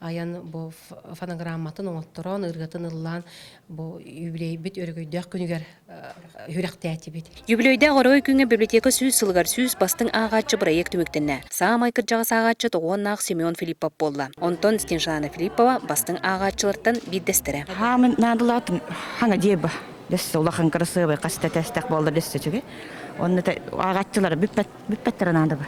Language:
Yakut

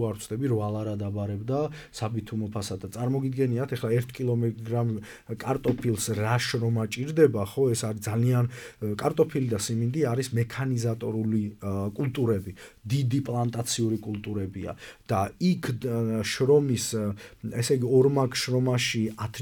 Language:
Georgian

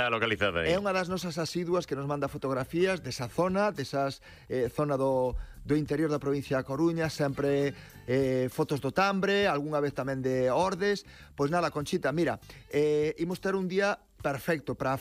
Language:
Galician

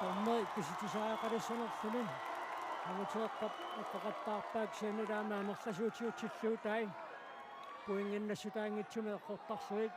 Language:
Kalaallisut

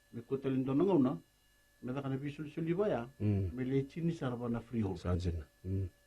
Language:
Fijian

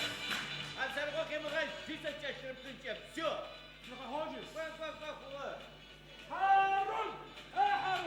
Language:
Adyghe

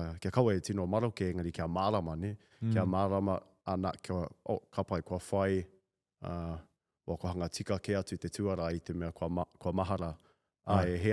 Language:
Māori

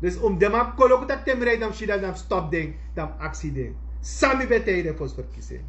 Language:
Sranan Tongo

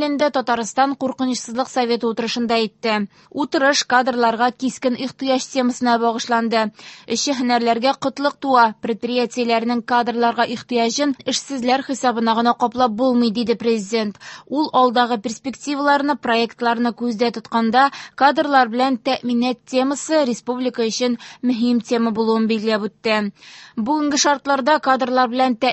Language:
Tatar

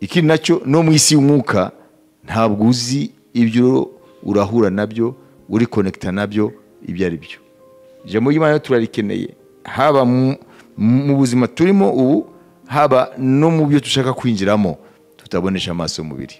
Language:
Kinyarwanda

